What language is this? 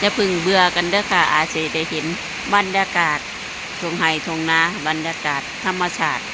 Northeastern Thai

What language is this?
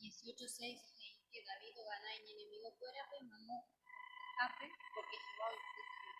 Guarani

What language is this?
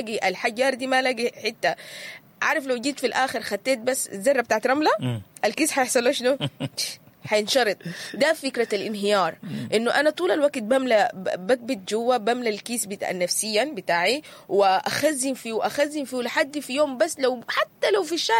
Sudanese Arabic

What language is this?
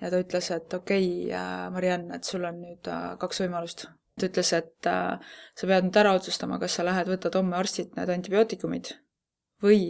Estonian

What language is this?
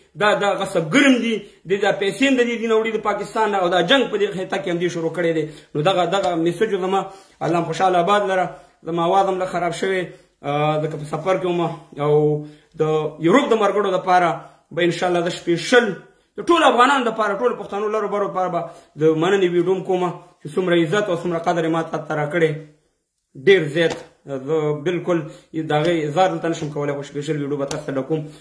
Pashto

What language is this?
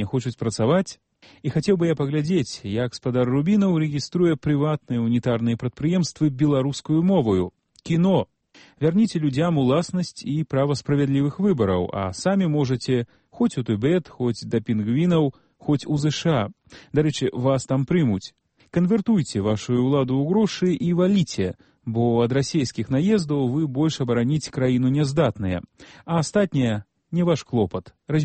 Belarusian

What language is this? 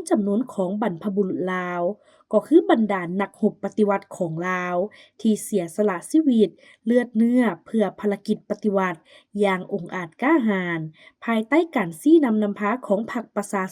Lao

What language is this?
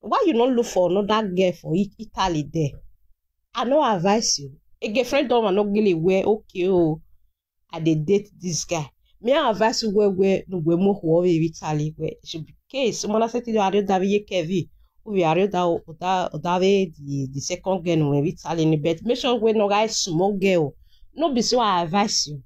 Nigerian Pidgin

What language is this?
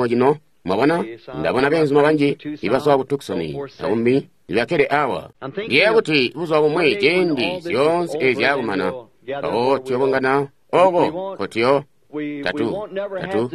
Tonga (Zambia)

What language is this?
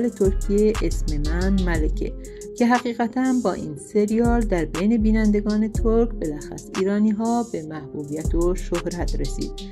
Persian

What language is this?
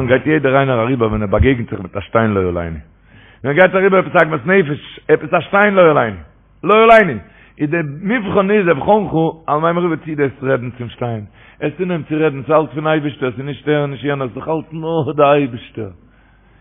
Yiddish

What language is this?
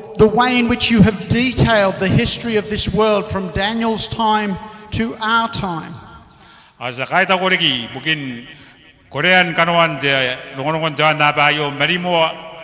Gilbertese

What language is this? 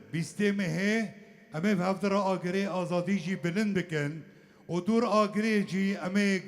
Kurdish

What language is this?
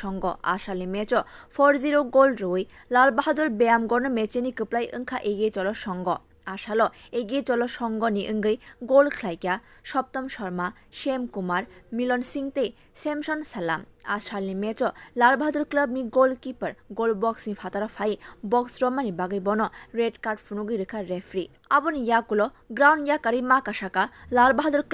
Kok Borok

